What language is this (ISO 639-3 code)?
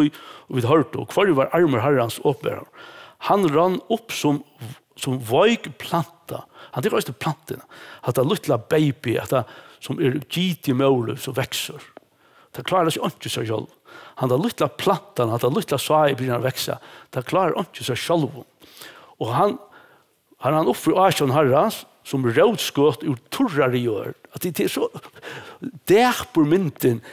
fao